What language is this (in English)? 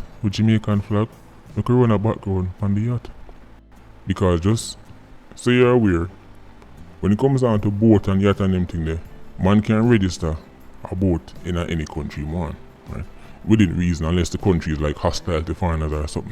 Jamaican Creole English